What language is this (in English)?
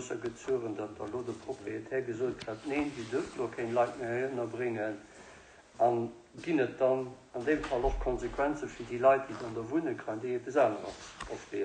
Luxembourgish